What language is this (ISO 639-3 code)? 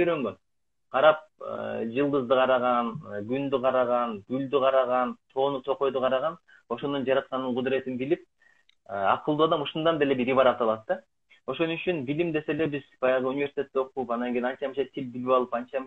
kir